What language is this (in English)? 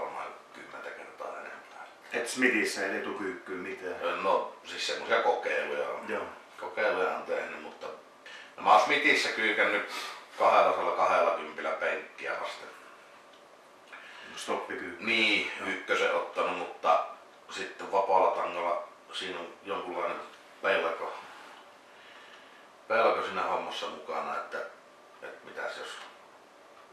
Finnish